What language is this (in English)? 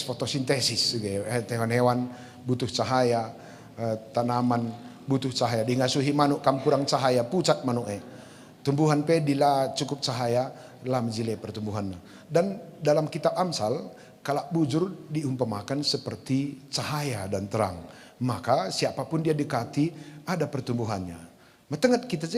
Batak Karo